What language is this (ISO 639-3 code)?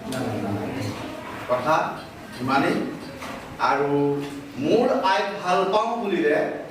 asm